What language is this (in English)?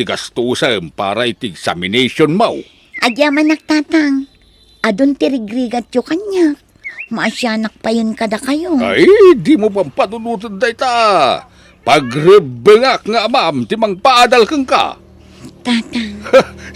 Iloko